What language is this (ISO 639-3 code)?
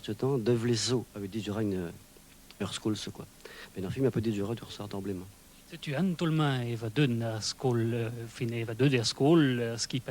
bre